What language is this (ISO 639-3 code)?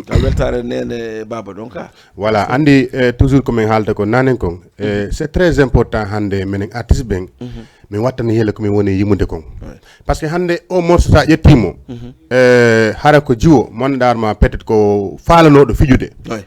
ful